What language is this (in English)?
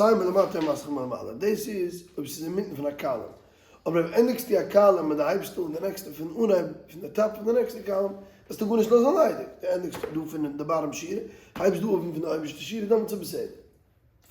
Yiddish